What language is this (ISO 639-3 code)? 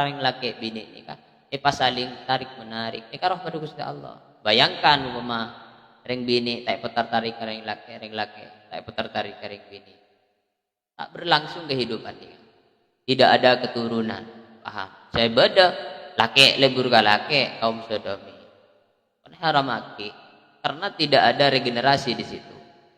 mad